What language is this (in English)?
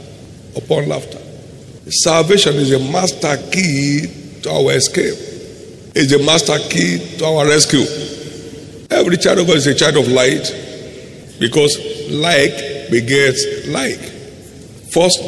English